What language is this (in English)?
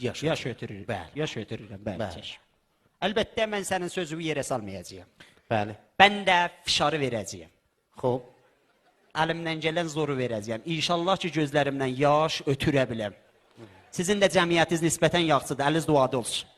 South Azerbaijani